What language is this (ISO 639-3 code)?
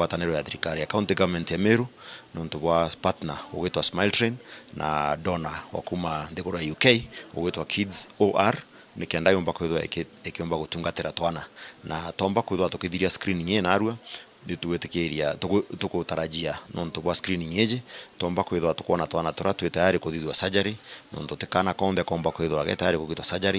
mer